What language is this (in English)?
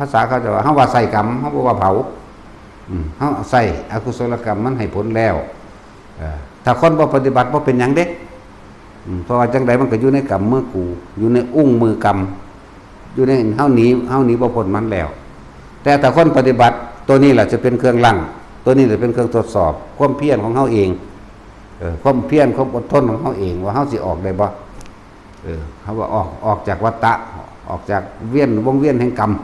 Northeastern Thai